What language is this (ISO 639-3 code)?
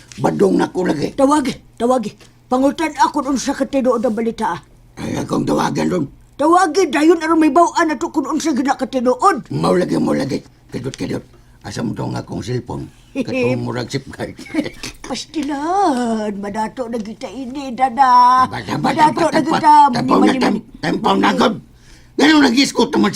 ceb